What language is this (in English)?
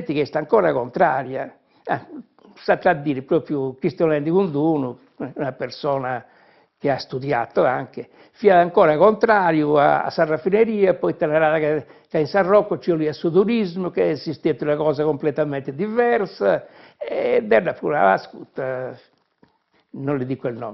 Sardinian